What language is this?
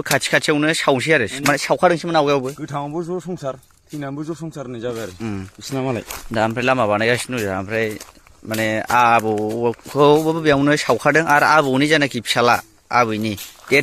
Bodo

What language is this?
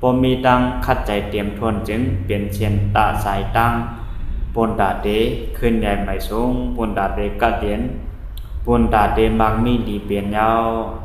Shan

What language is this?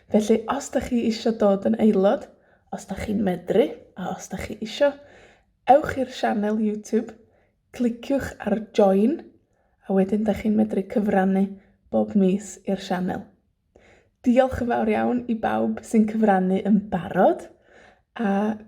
Welsh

